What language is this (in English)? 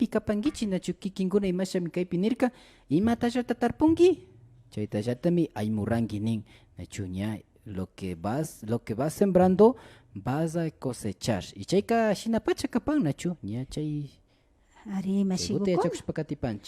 Imbabura Highland Quichua